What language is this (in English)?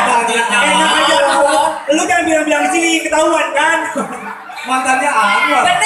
Betawi